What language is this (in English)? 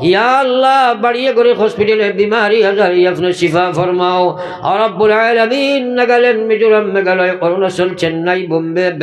Sylheti